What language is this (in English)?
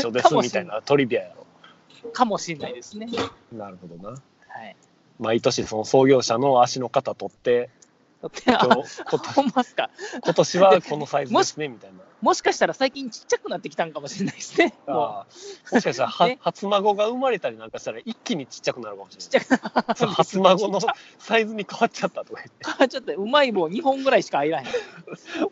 Japanese